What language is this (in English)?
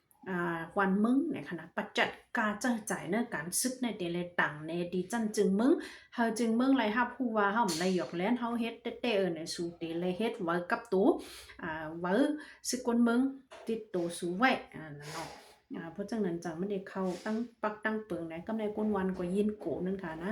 Shan